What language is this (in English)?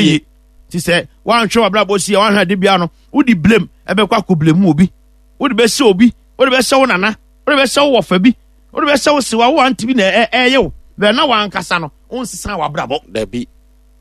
Akan